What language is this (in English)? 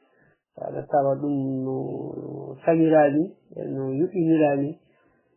Fula